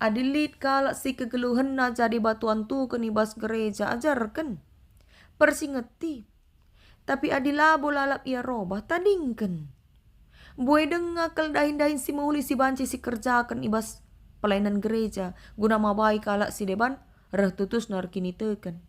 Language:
Batak Karo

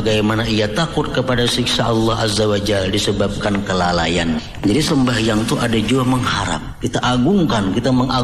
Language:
Banjar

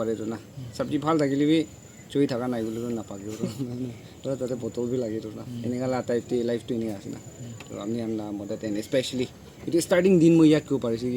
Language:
Naga Pidgin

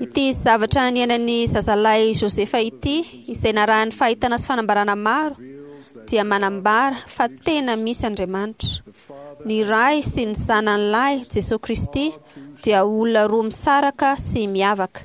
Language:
Malagasy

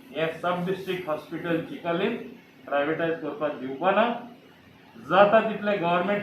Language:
Konkani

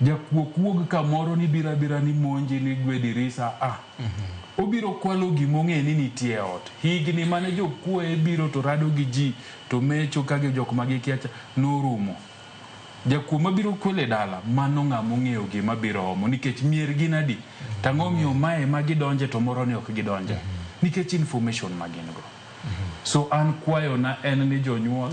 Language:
Luo (Kenya and Tanzania)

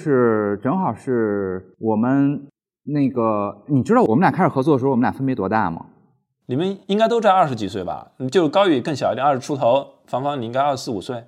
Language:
Chinese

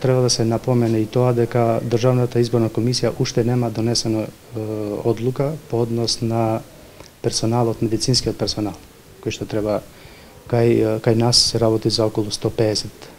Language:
Macedonian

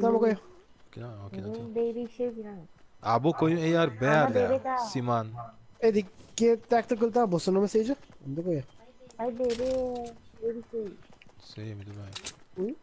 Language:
Papiamento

